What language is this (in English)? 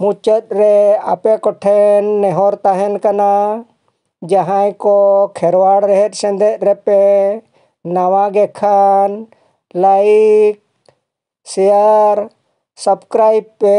Santali